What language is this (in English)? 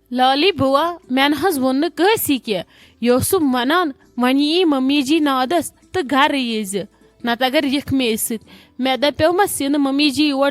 Kashmiri